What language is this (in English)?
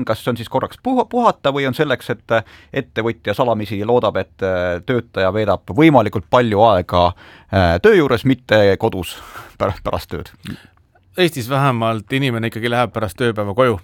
Estonian